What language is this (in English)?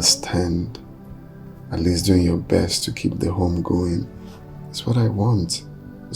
Nigerian Pidgin